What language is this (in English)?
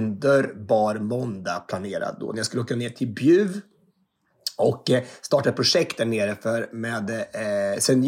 Swedish